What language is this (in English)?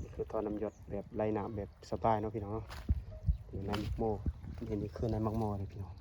Lao